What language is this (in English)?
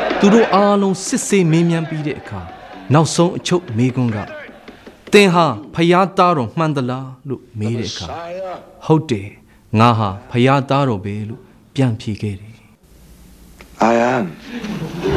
Burmese